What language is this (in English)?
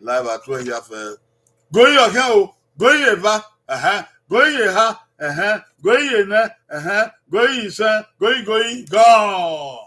Bini